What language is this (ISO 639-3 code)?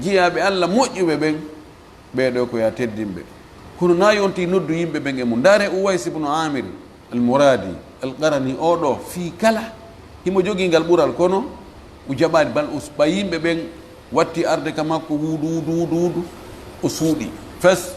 ful